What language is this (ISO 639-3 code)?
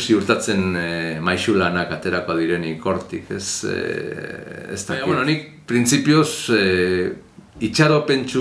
eus